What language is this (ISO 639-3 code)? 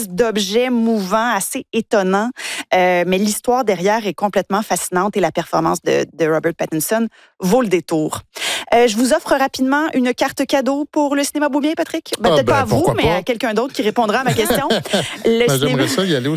fra